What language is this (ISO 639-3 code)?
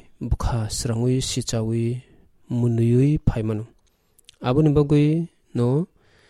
trp